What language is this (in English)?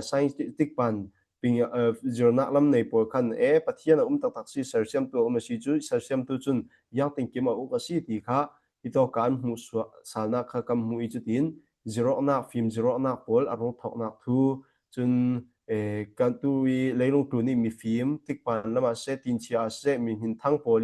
Falam Chin